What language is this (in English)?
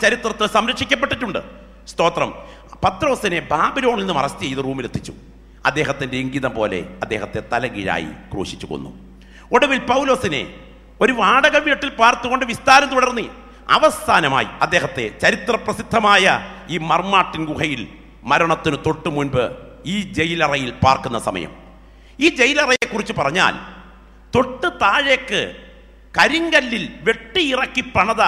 Malayalam